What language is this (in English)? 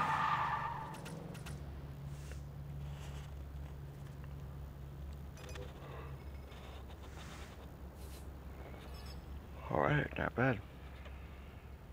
English